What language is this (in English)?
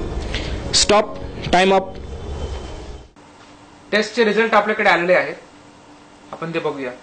Marathi